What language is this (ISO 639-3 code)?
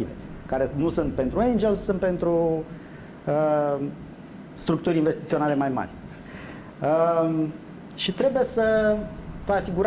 ron